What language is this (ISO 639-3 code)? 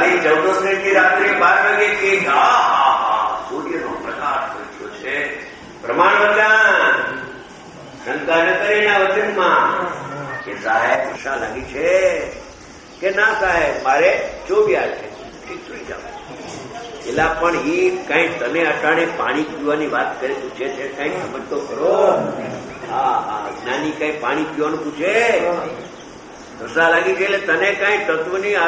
guj